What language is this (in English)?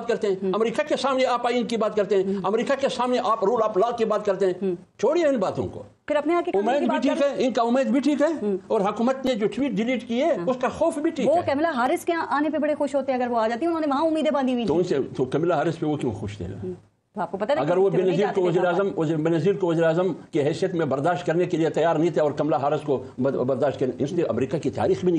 Urdu